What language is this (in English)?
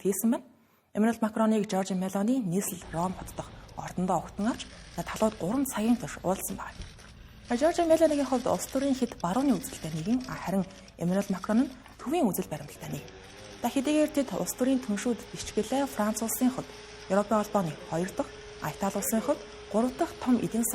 Mongolian